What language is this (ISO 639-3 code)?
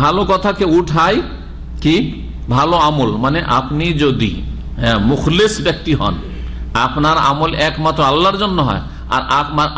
ben